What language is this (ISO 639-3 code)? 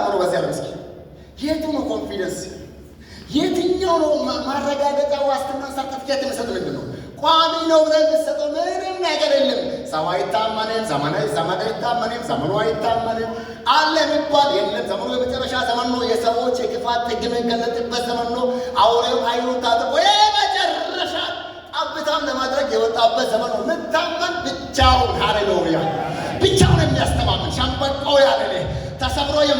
amh